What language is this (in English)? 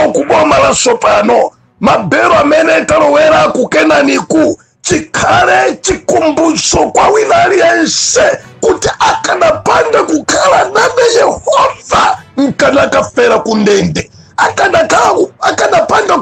Nyanja